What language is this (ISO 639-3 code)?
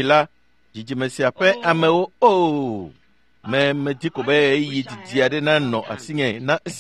ewe